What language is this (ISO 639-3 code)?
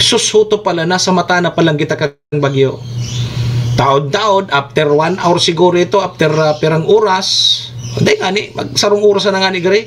bik